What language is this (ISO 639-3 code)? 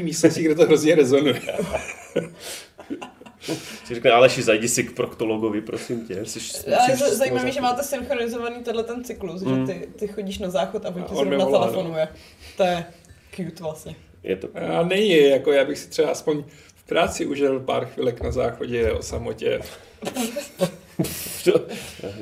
ces